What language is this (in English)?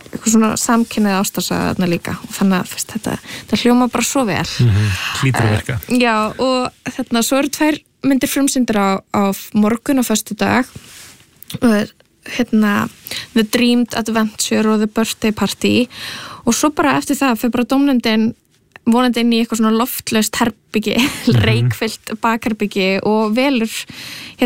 Icelandic